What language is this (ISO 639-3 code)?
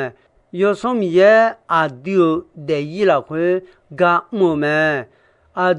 ahk